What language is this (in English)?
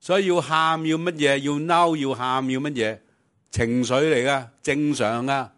Cantonese